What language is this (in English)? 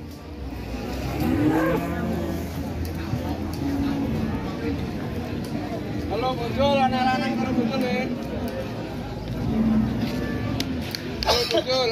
Indonesian